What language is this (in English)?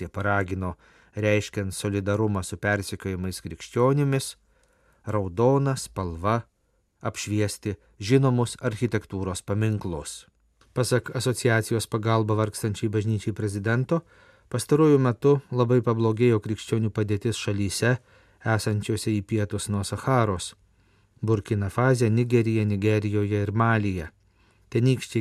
Lithuanian